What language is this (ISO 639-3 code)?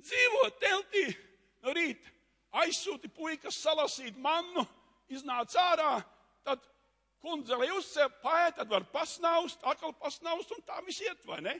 lav